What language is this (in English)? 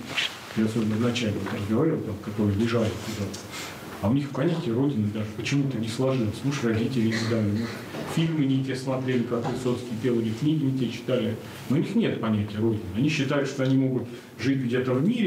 Russian